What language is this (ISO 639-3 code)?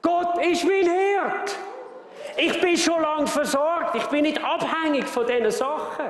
gsw